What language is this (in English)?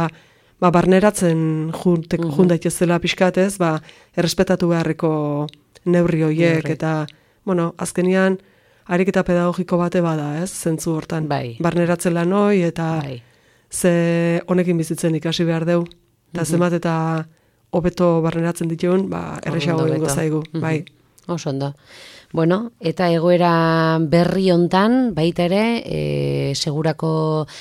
Basque